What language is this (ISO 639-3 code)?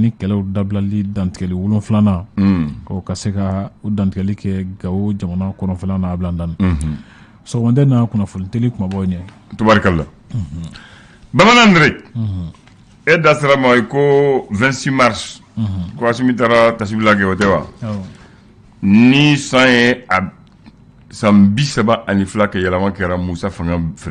bam